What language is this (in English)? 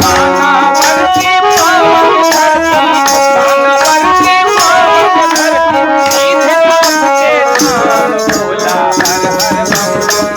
Magahi